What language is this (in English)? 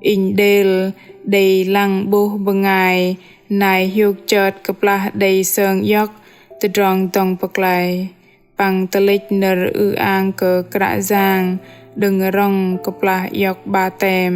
Bahnar